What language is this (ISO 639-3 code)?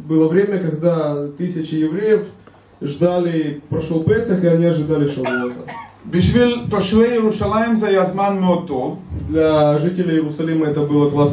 rus